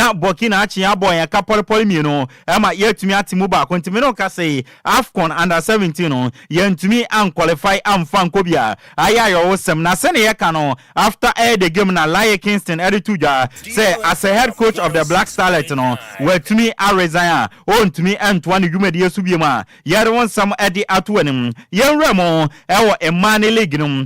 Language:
Akan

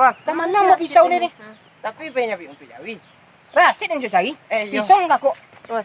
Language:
Minangkabau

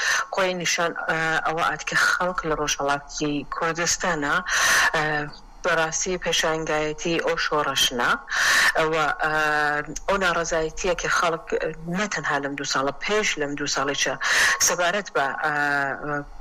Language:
Central Kurdish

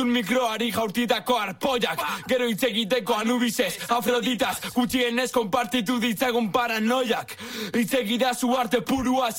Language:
Basque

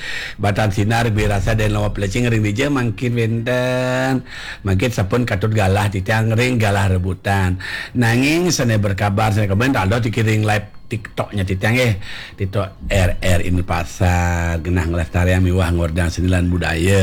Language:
Balinese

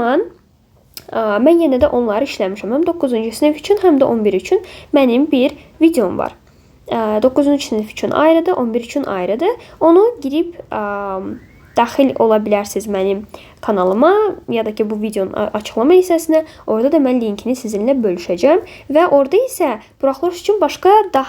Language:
Azerbaijani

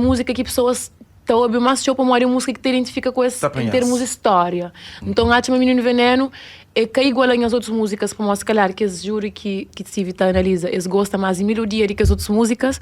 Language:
Kabuverdianu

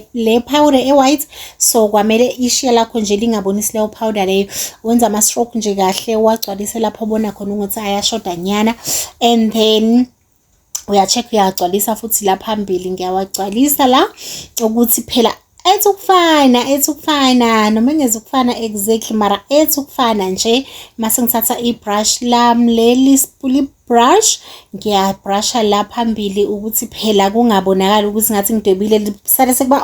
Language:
Zulu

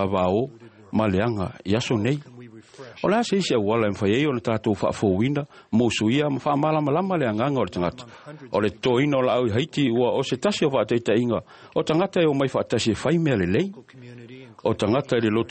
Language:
Samoan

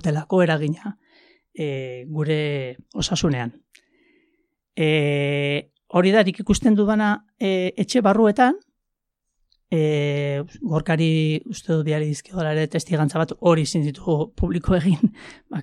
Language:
Basque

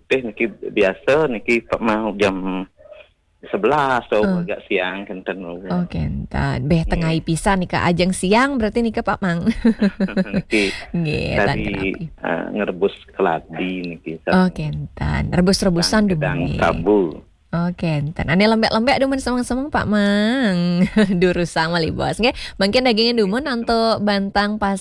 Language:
Balinese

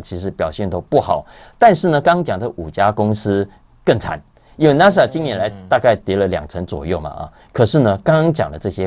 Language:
Chinese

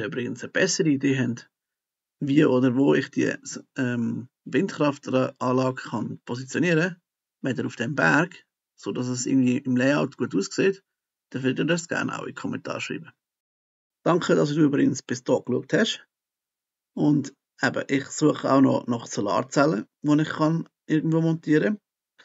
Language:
Swiss German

